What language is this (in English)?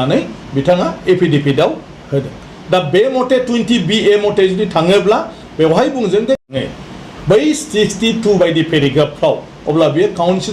Bodo